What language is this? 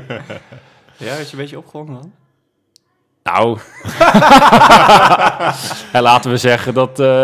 Dutch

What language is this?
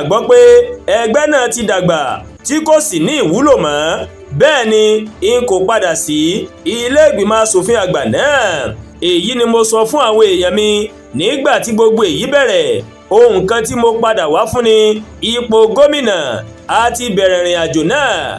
Yoruba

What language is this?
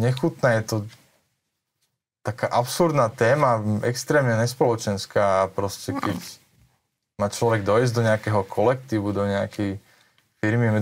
Slovak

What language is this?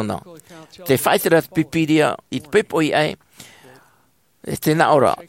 Tahitian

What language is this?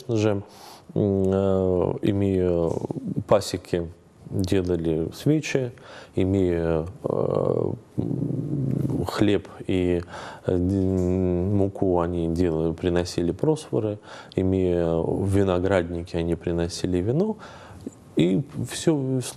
Russian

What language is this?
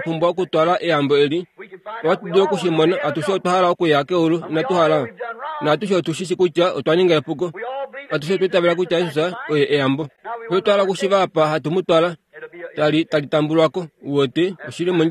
Kuanyama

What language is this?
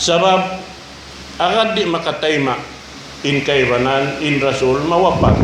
Tausug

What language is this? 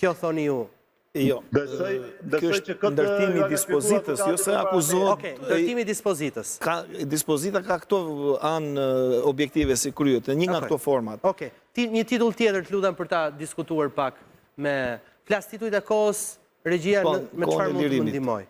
Albanian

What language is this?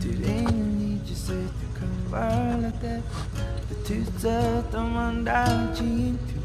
Tibetan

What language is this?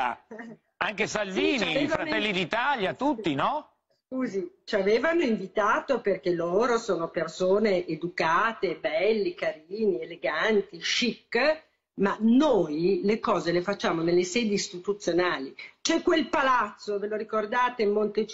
Italian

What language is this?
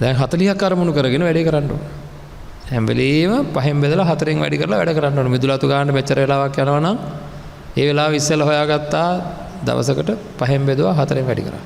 Sinhala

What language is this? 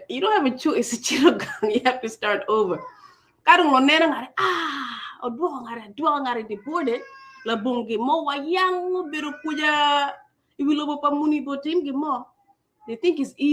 Acoli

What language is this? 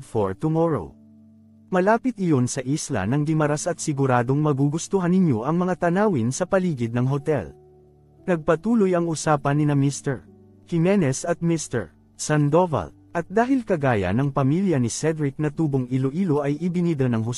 Filipino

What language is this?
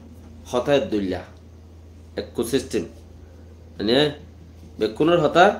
Rohingya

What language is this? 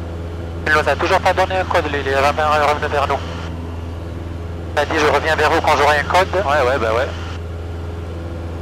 French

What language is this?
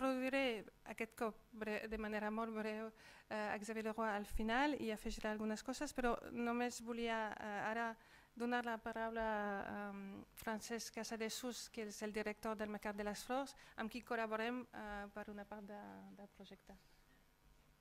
Catalan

